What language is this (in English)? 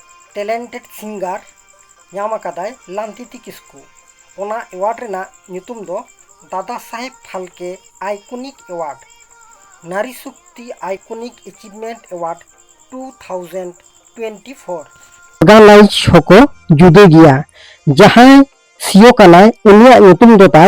Santali